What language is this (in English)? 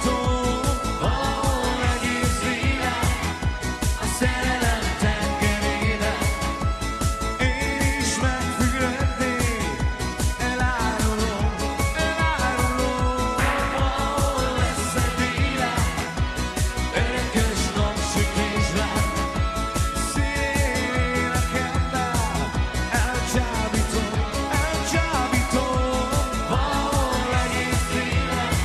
Hungarian